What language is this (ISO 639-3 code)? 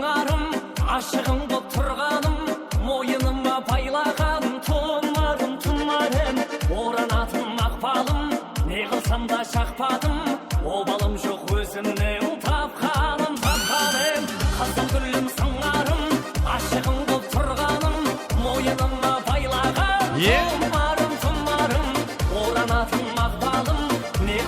kaa